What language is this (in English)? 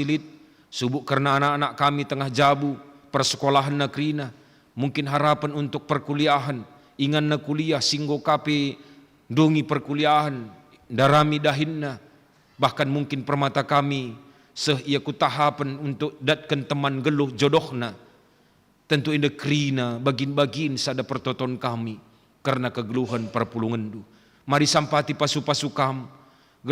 Batak Karo